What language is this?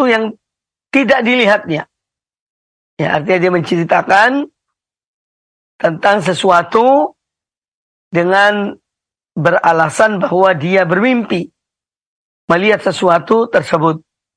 Indonesian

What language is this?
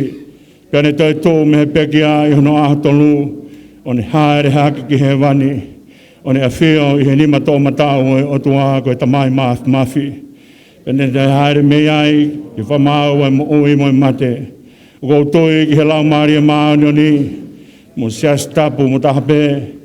Tongan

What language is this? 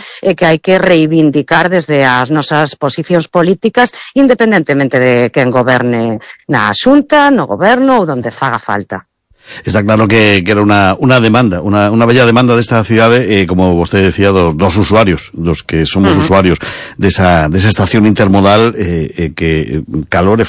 Galician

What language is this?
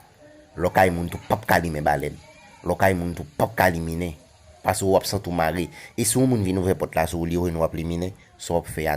Haitian Creole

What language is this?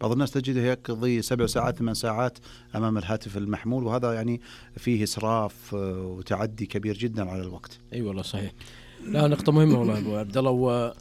Najdi Arabic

